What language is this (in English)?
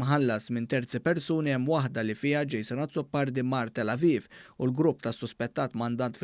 Maltese